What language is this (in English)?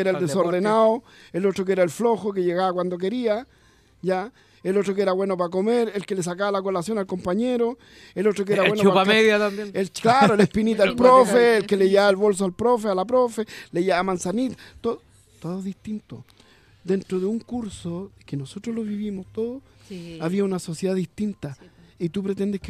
Spanish